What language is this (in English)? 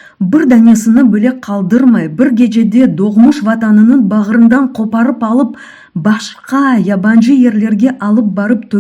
Crimean Tatar